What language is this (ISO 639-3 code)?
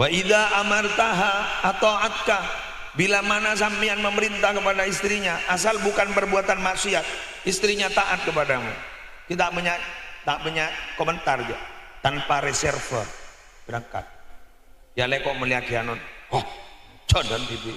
mad